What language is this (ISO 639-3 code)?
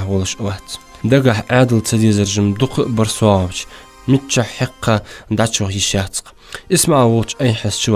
inh